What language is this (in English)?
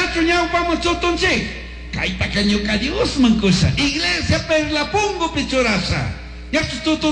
Chimborazo Highland Quichua